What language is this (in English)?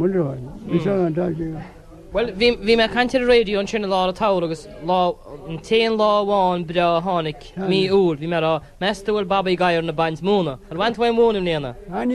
Irish